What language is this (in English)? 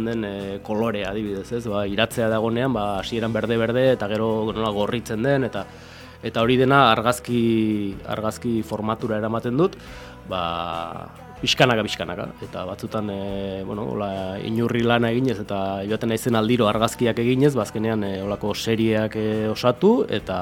Basque